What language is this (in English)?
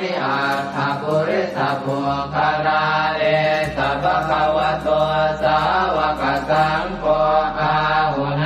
Pali